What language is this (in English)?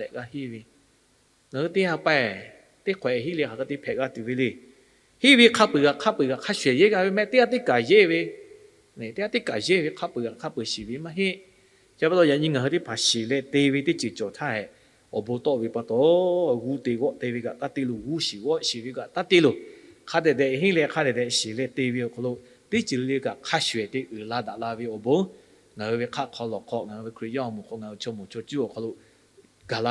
Lahu